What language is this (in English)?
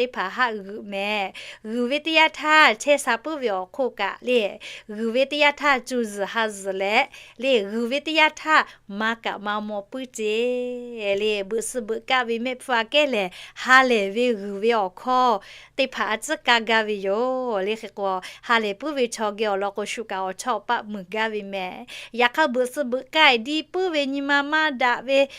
Lahu